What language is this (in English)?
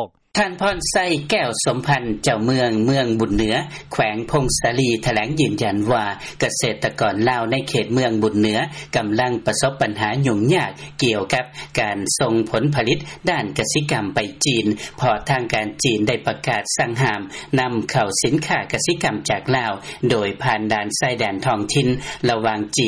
Lao